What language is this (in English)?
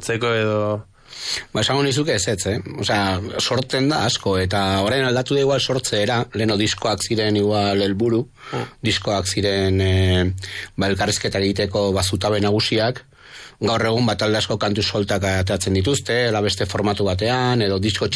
Basque